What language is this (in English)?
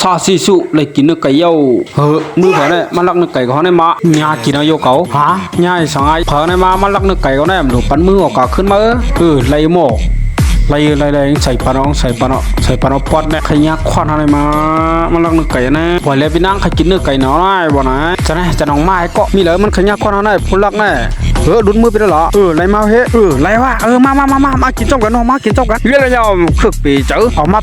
Shan